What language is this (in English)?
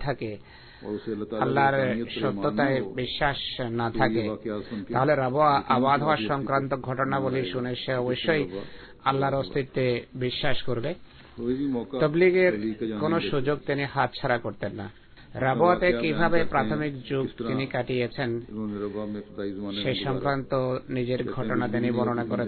Bangla